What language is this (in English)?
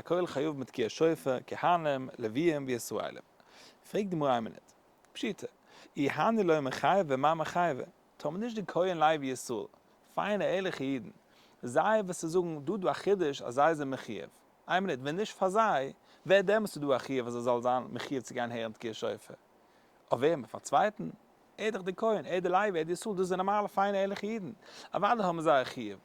Yiddish